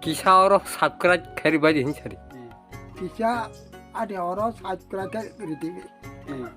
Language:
Kok Borok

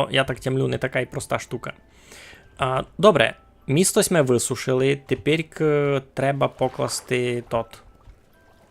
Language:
Rusyn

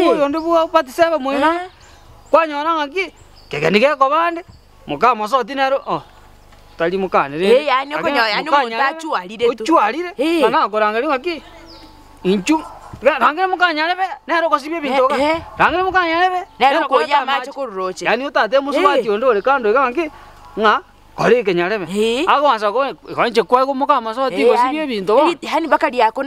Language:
Gusii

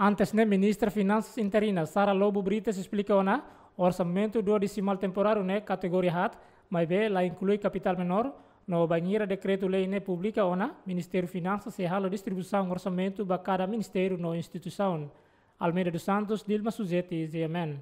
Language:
Tetum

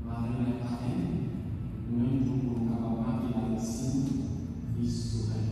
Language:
Haitian Creole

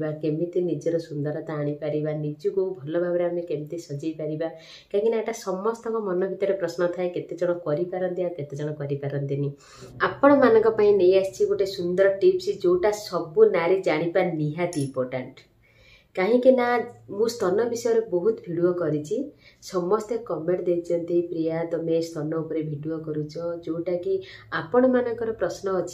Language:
Odia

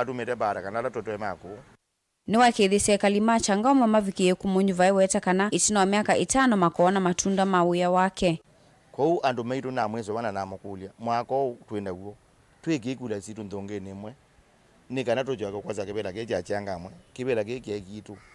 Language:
Kamba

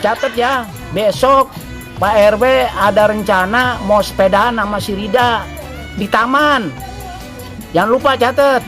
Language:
Betawi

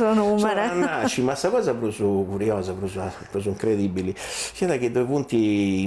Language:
Sardinian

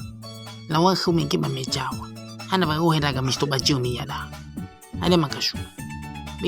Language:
Nias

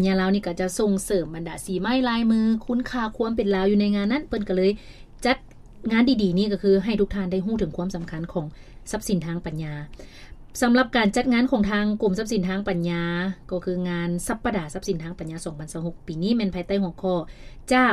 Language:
Lao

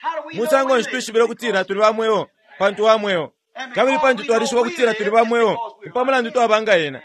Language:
Bemba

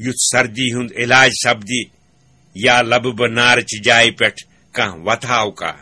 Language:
Kashmiri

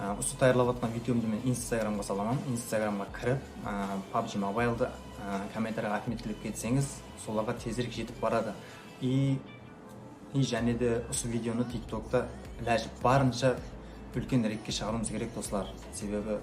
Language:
Kara-Kalpak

